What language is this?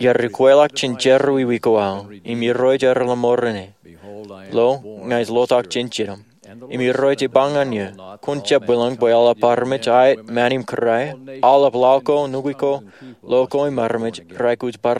Marshallese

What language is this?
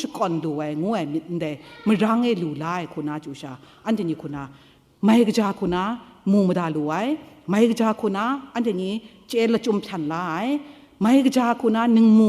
Kachin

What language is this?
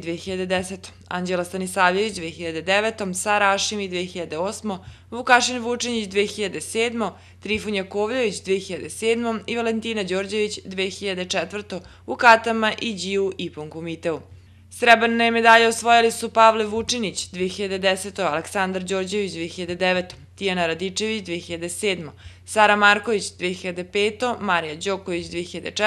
Serbian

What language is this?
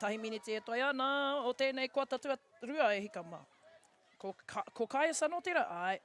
Māori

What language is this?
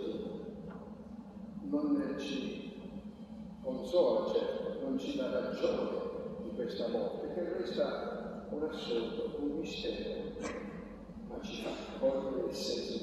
Italian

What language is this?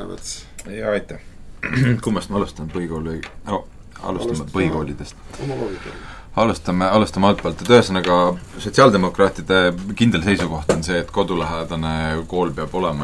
Estonian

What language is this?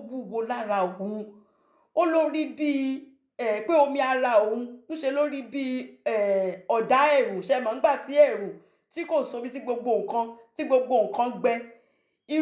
Yoruba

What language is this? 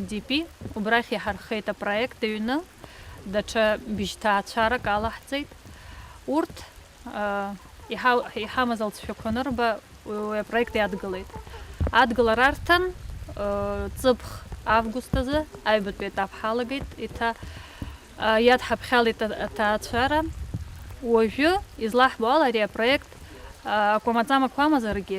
Abkhazian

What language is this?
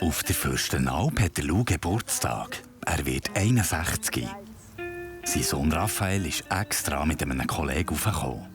Swiss German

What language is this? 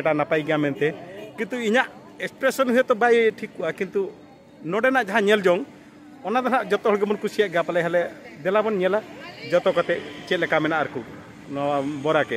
Santali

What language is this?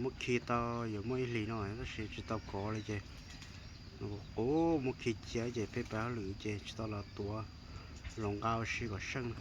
Hmong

